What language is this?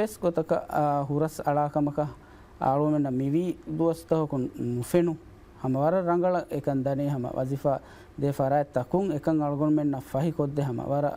Divehi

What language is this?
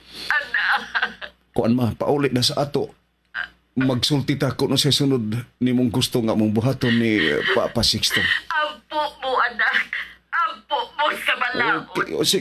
Cebuano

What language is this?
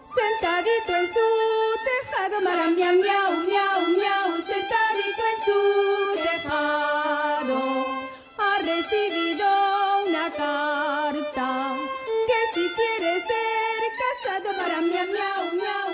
Ladino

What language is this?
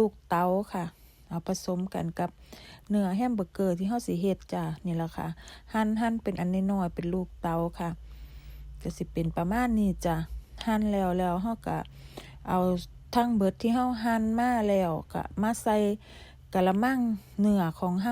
Northeastern Thai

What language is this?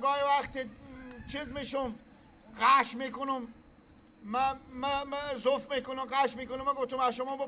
Persian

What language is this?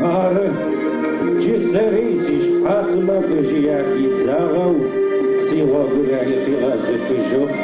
Adyghe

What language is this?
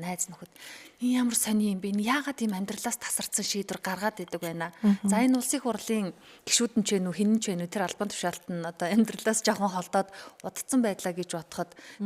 Mongolian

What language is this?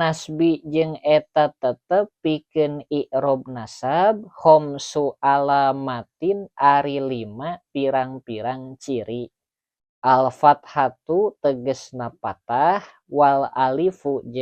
Sundanese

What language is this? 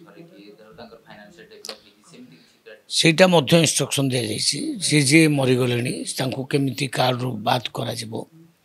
Odia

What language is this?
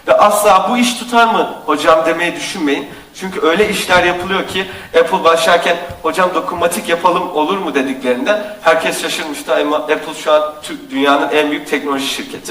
Turkish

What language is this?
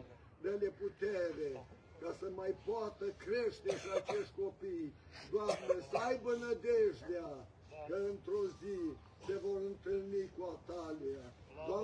Romanian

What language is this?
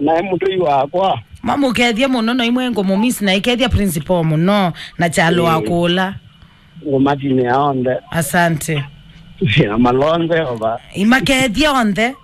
Kamba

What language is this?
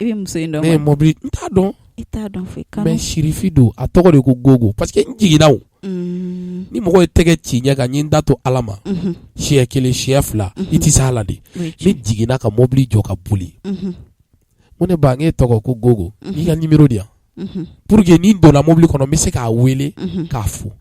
Bambara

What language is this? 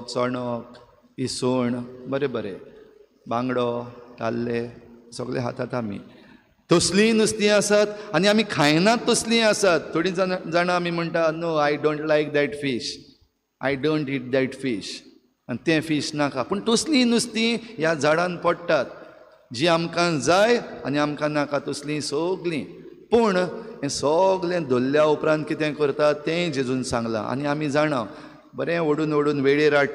Konkani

